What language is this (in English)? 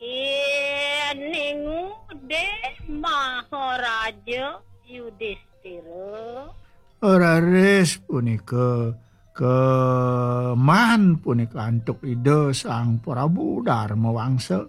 Balinese